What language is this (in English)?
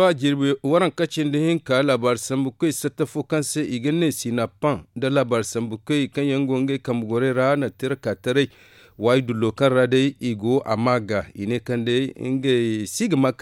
Zarma